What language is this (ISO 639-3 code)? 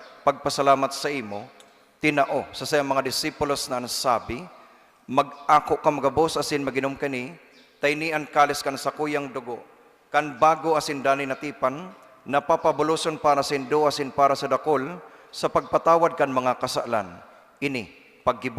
bik